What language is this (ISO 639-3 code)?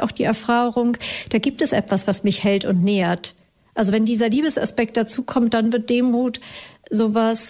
deu